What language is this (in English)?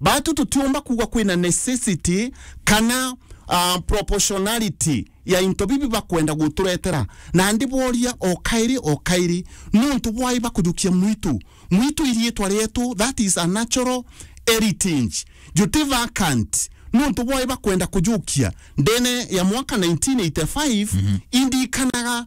Meru